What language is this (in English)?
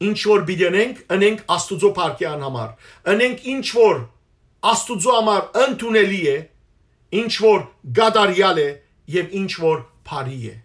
Western Armenian